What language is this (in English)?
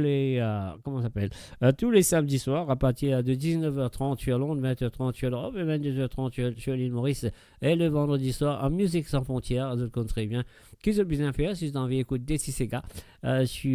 Morisyen